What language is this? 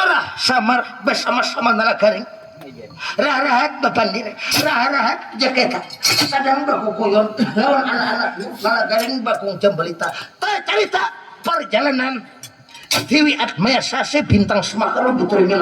Banjar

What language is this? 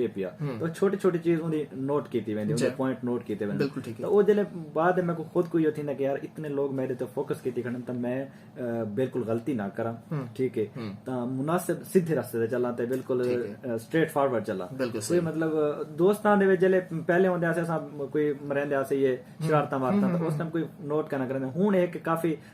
Saraiki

